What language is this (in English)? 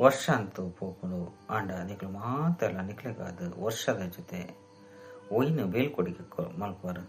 Tulu